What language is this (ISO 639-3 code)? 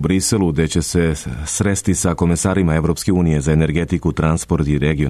srp